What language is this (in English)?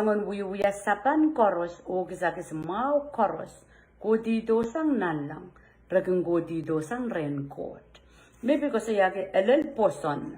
Pohnpeian